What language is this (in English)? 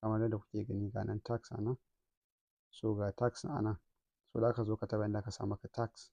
Hausa